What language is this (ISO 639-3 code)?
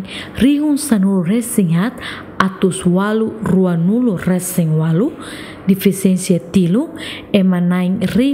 tet